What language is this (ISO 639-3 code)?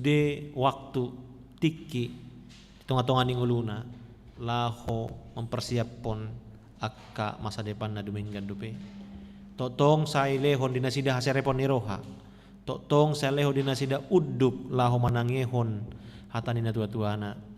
bbc